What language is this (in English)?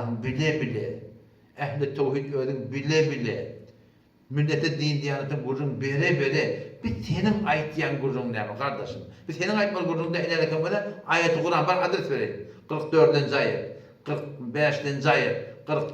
Turkmen